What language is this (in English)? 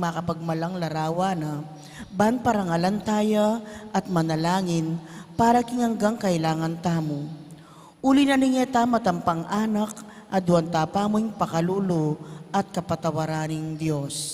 Pampanga